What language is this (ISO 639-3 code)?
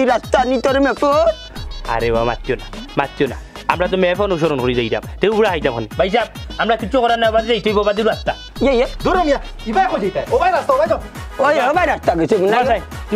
syl